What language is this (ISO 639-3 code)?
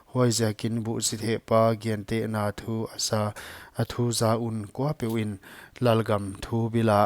pck